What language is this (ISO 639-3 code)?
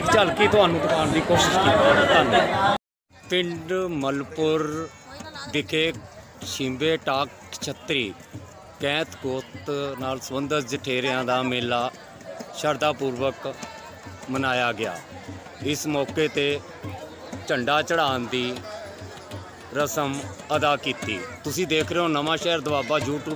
pan